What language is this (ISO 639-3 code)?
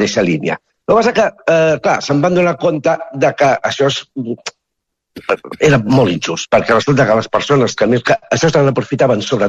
cat